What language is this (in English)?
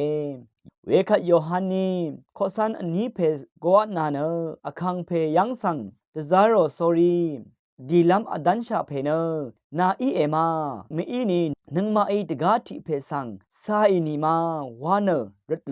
Rawang